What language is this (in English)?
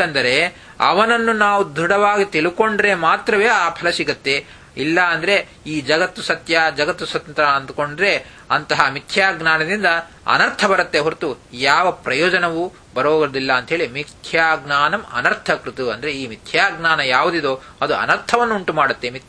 Kannada